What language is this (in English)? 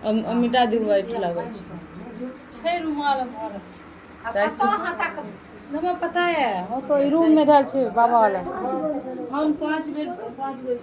Maithili